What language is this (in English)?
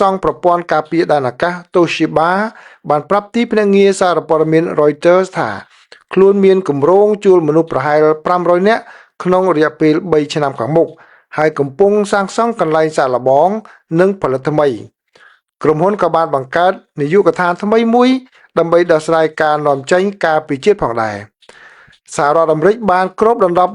Khmer